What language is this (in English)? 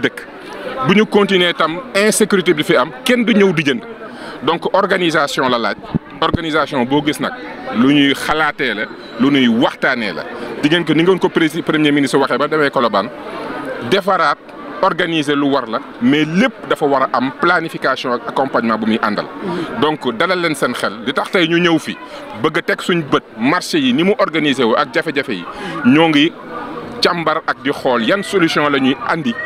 Wolof